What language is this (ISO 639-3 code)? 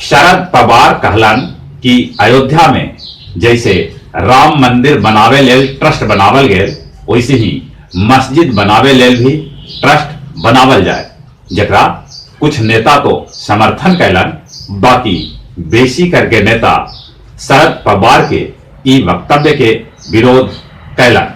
mag